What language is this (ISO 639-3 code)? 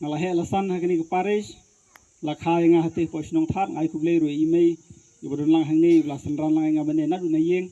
kha